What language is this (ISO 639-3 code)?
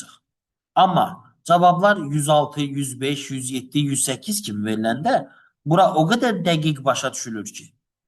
aze